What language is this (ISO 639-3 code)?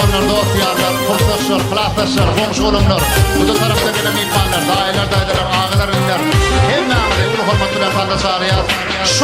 tuk